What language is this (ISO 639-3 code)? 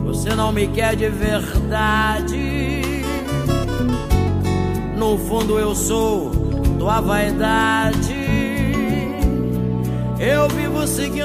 por